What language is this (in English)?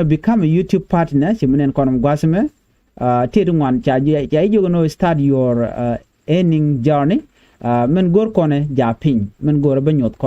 Nuer